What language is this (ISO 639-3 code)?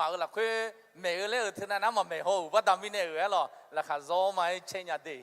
ahk